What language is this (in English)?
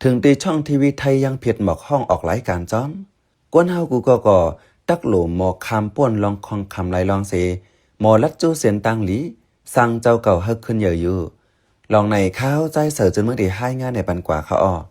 Shan